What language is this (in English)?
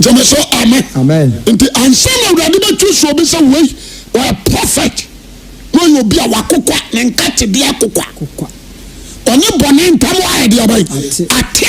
Akan